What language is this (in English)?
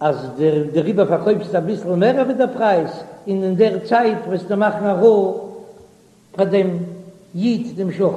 Yiddish